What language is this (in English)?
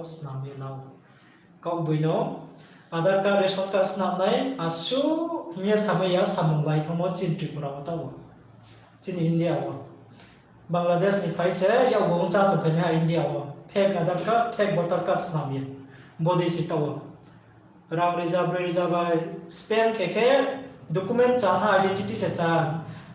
Riang (India)